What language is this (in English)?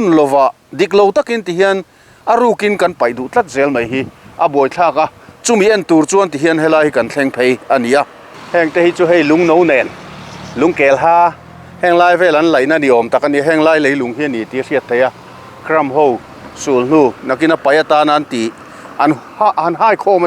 Mizo